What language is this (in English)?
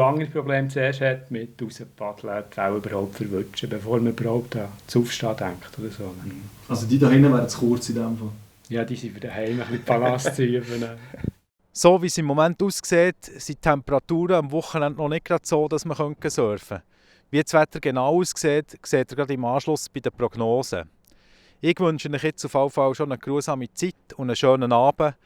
Swiss German